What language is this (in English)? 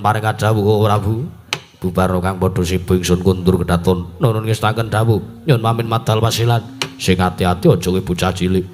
Javanese